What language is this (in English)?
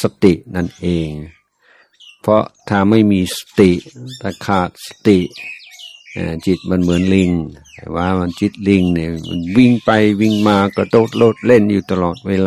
Thai